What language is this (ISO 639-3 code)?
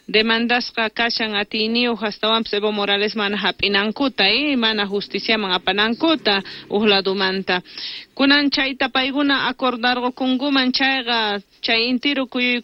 quh